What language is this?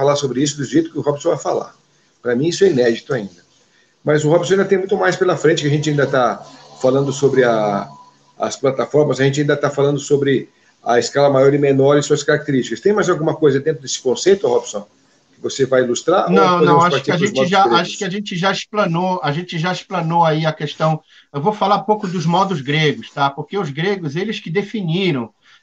Portuguese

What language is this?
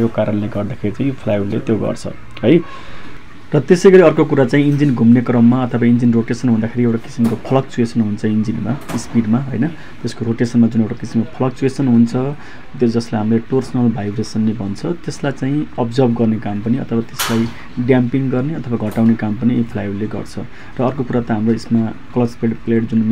Nepali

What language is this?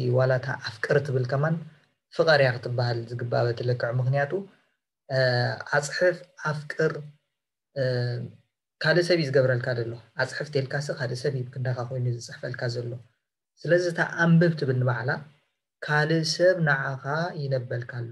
Tigrinya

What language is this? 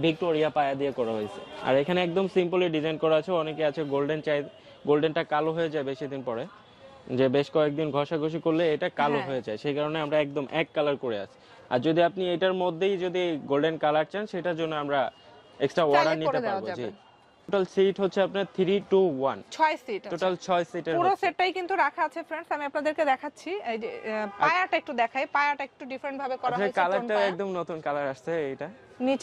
Bangla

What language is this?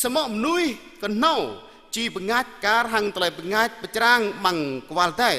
Jarai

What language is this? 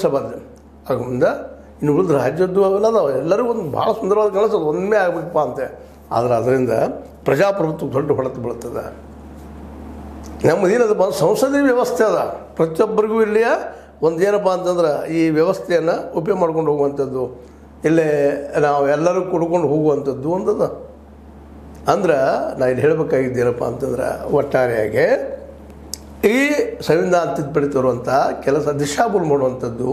Kannada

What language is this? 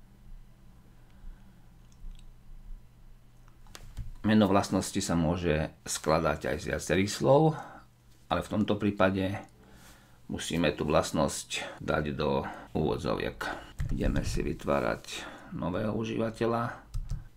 Slovak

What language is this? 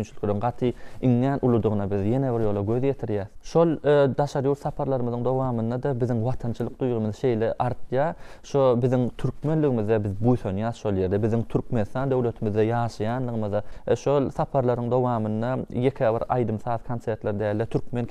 Turkmen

